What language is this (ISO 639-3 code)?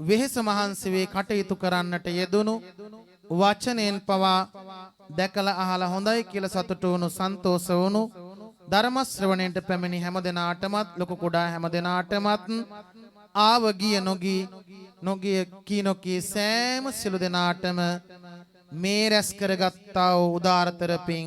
sin